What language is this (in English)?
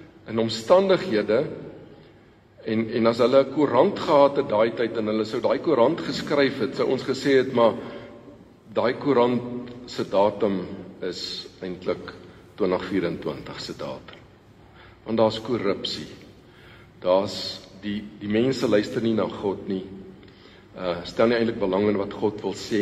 Afrikaans